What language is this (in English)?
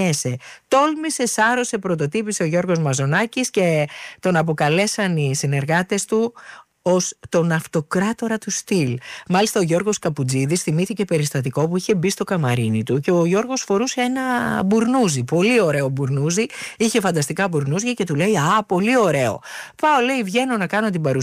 Greek